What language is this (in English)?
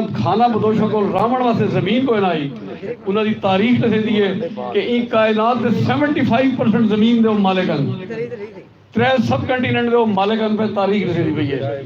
Saraiki